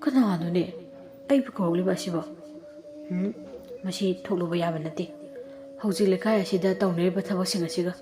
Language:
Manipuri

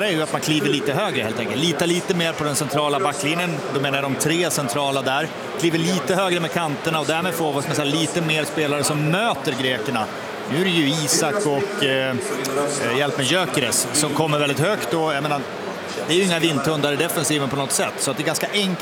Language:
Swedish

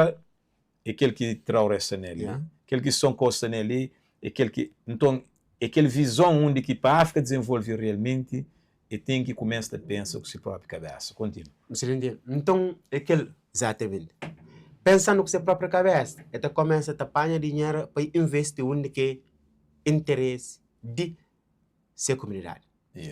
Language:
Kabuverdianu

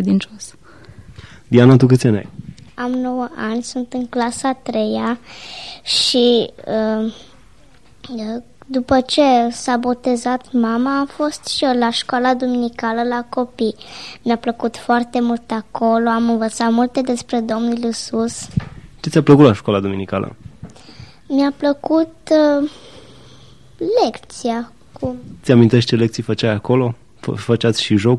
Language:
Romanian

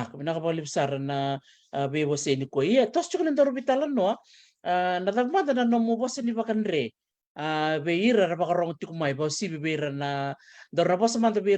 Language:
Fijian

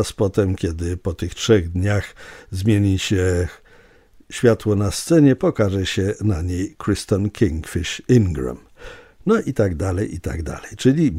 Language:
Polish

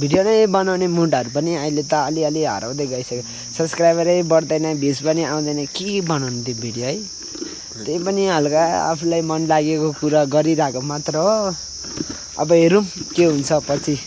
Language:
Nepali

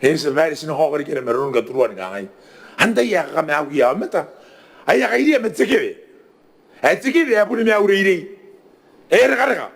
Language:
Gilbertese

